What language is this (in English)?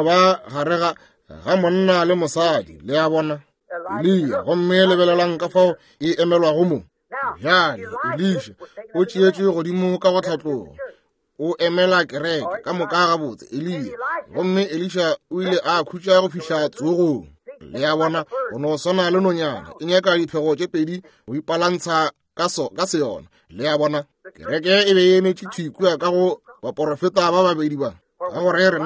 Northern Sotho